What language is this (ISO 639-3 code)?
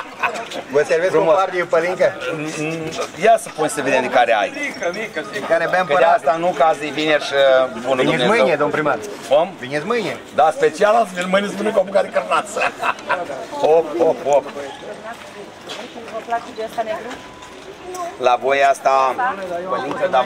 ron